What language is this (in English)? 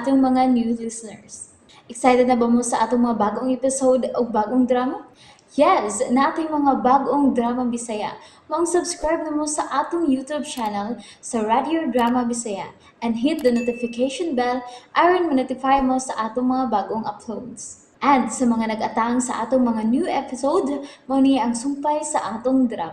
Cebuano